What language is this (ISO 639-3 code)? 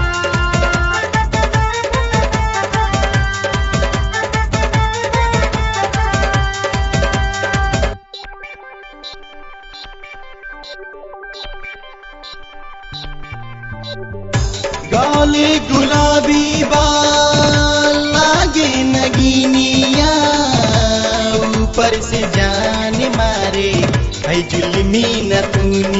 bho